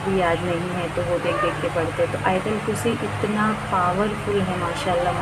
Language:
Hindi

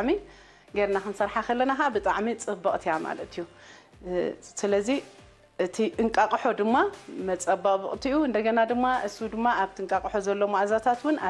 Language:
Tigrinya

